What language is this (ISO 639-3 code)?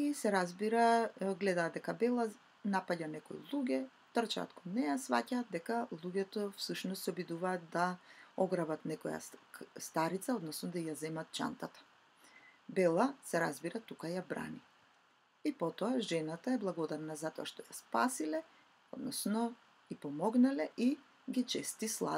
mkd